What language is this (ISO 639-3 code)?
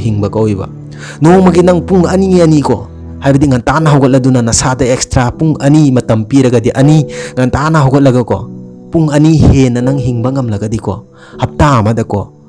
mni